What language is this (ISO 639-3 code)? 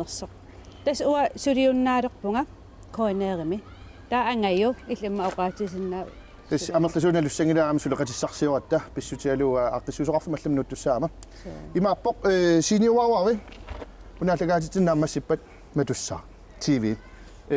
kal